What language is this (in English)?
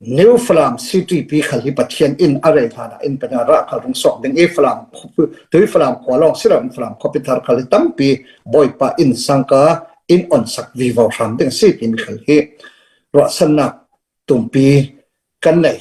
Falam Chin